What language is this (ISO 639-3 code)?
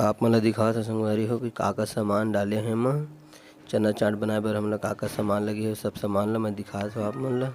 hne